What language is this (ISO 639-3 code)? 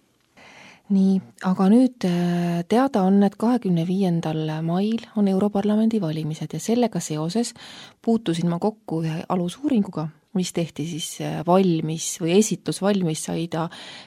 est